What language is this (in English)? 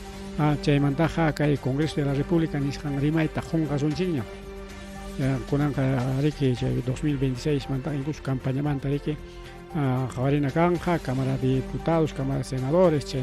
Ayacucho Quechua